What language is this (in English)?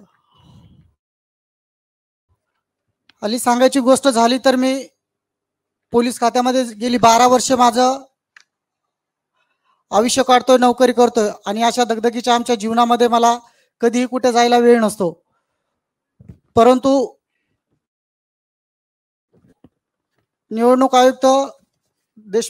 Marathi